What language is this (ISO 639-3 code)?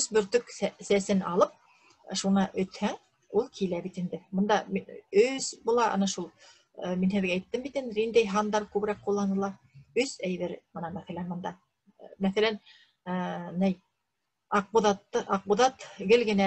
bak